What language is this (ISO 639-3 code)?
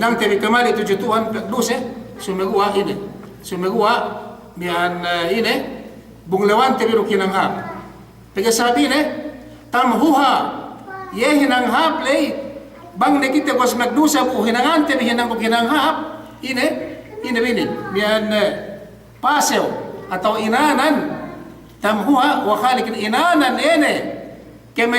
yka